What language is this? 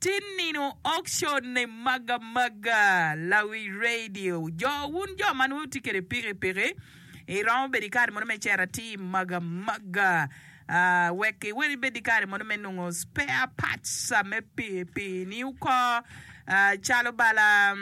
Acoli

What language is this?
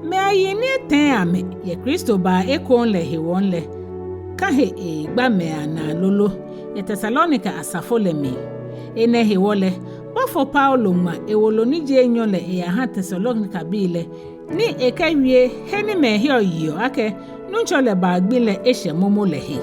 Ga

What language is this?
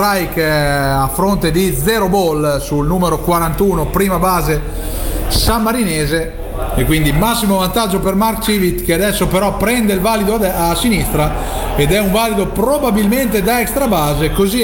Italian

